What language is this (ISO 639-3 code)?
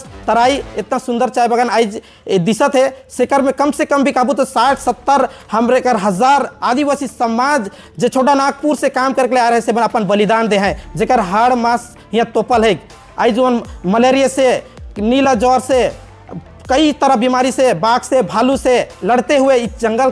sck